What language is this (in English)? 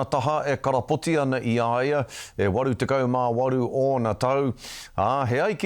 Māori